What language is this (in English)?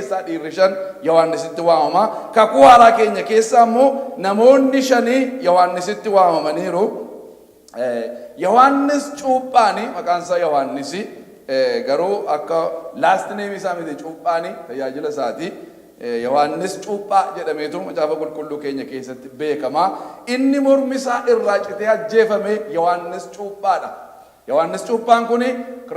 Oromo